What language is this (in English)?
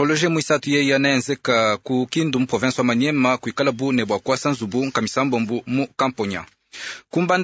Luba-Lulua